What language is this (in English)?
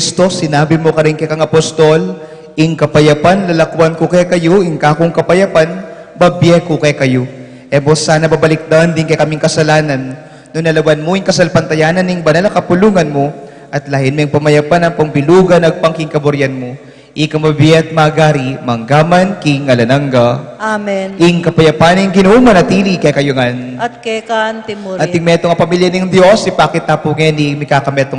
Pampanga